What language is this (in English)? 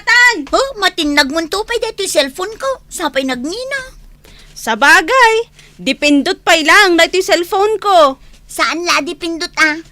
Iloko